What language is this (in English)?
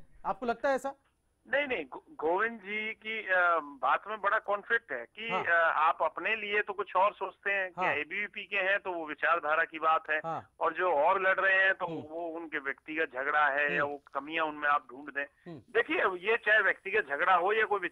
Hindi